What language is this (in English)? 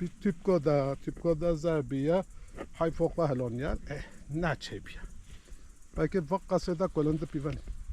Kurdish